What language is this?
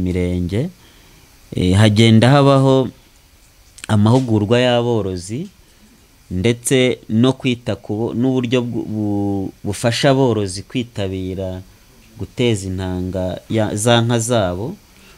Kinyarwanda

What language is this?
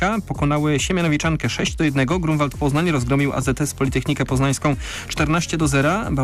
Polish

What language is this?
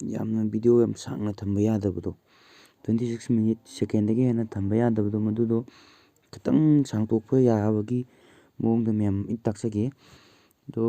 Manipuri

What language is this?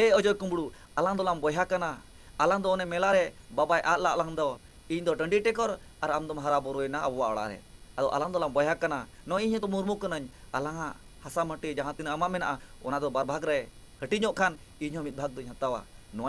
Santali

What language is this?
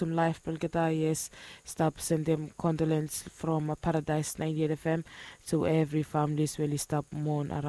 Bislama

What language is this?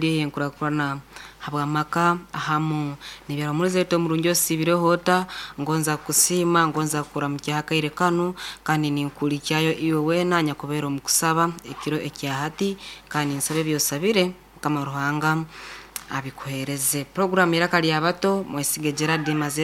Nyoro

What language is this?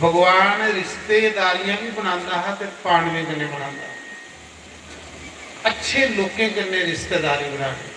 Dogri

